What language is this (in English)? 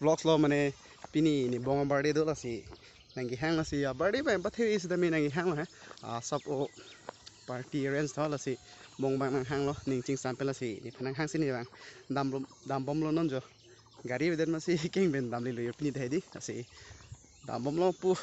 Karbi